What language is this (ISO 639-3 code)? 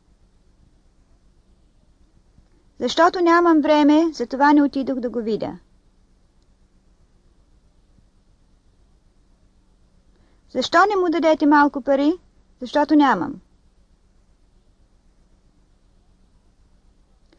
bul